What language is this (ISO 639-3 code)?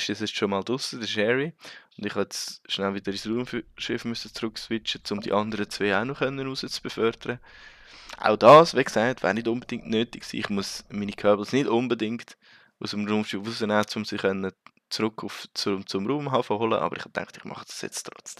gsw